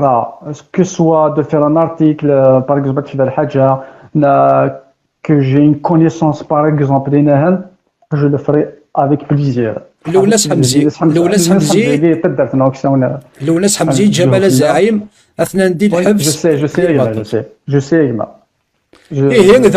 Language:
Kabyle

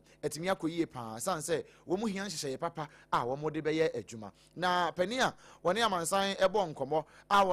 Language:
Akan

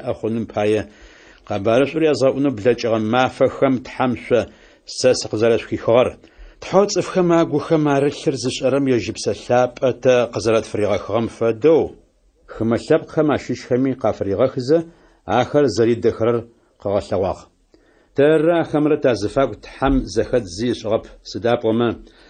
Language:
Adyghe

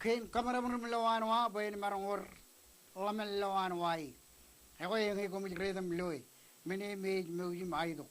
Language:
Marshallese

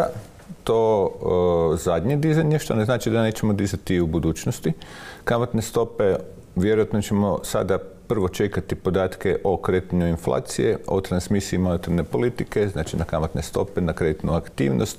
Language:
Croatian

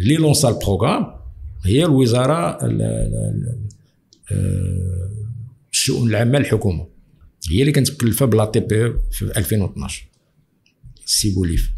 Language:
Moroccan Arabic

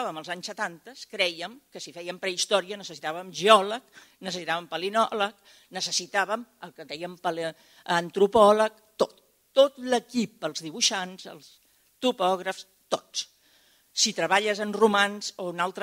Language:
Catalan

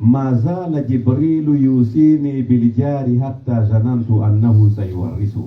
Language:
Pular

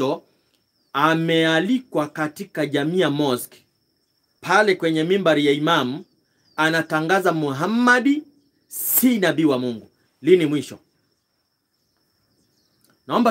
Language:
Swahili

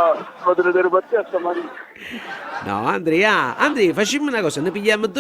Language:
Neapolitan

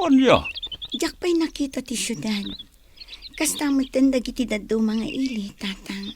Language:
Iloko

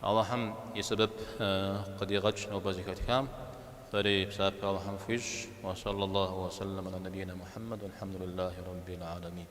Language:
Kabardian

